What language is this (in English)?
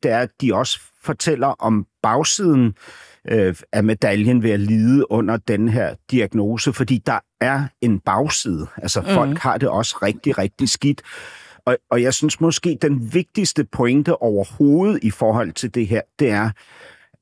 Danish